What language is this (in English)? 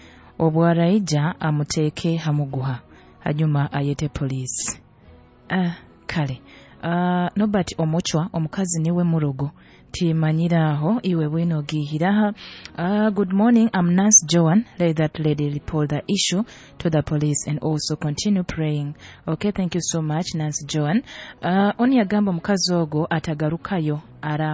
Nyoro